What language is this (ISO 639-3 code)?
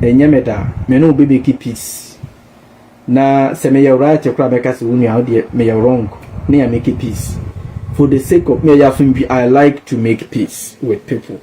aka